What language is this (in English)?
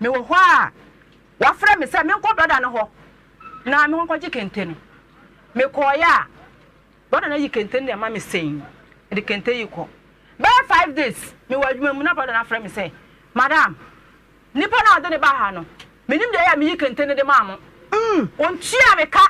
Akan